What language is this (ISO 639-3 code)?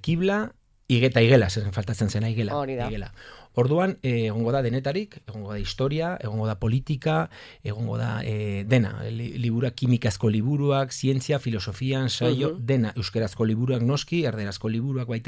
eus